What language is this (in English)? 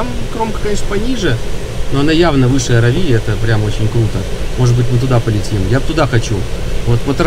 Russian